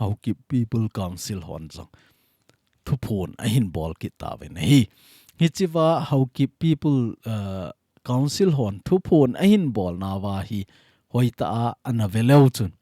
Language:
Thado Chin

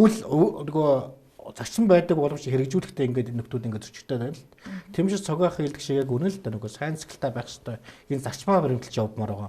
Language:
Mongolian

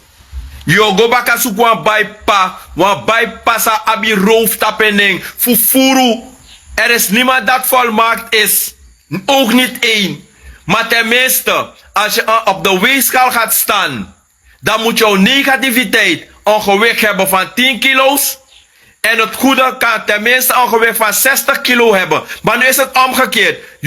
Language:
Sranan Tongo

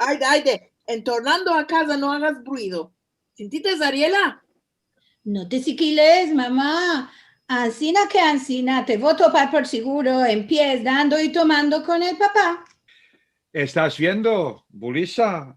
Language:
Ladino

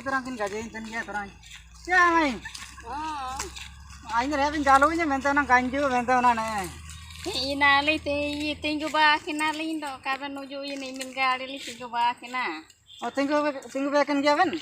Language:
Ho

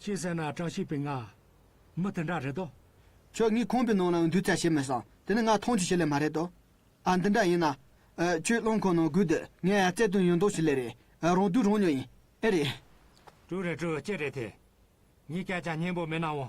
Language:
Tibetan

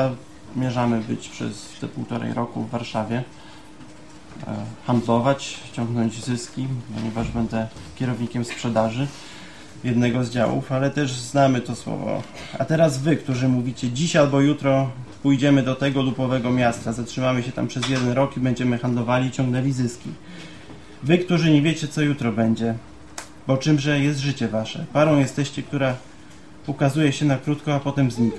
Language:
Polish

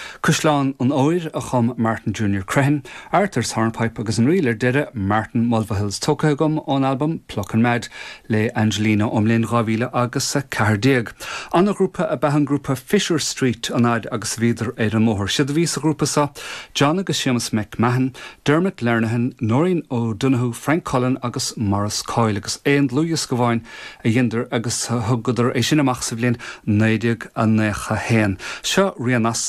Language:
Irish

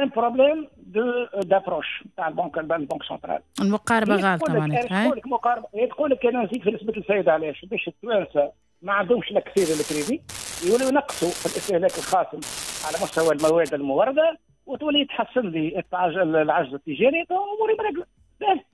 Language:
Tunisian Arabic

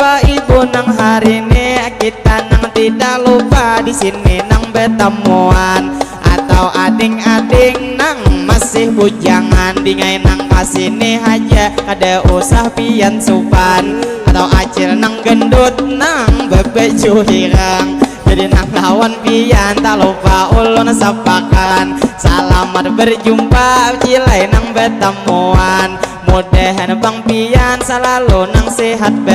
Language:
Banjar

